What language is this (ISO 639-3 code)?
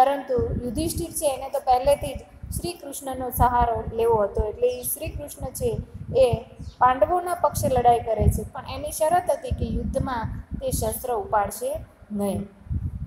guj